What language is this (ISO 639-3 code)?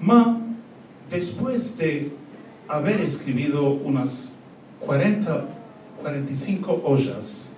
lad